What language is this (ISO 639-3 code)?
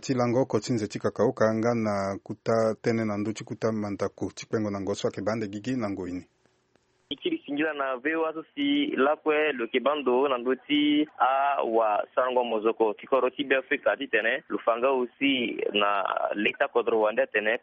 sag